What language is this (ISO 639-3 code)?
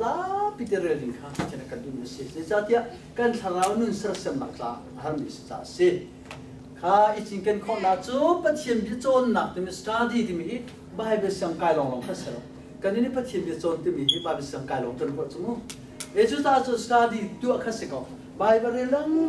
cnh